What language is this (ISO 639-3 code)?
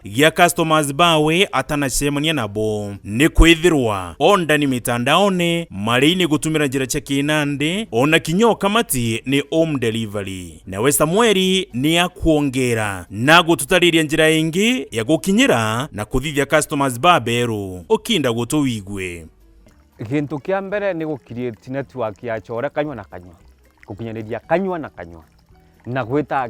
mer